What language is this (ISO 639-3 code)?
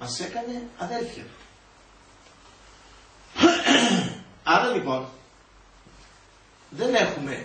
ell